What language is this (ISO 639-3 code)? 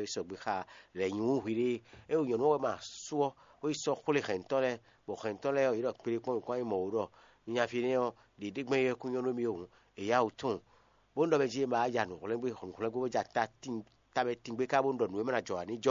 fon